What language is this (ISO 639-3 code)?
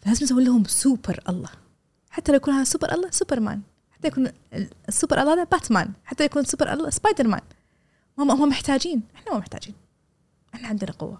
afb